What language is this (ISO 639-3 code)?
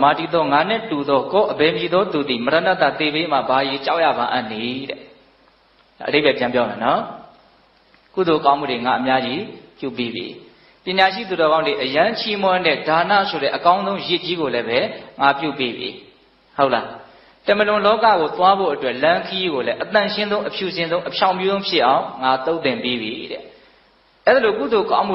mya